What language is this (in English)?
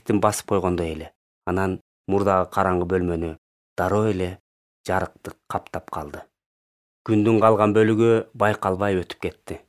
Kyrgyz